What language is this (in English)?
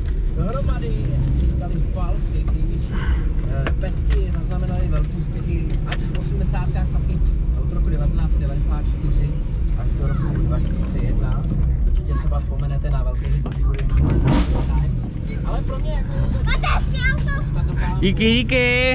Czech